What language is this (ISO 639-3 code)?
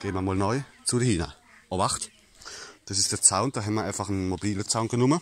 pfl